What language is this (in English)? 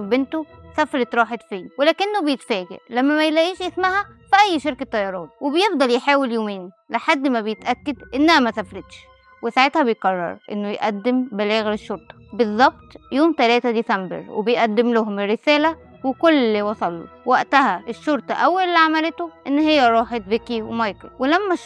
Egyptian Arabic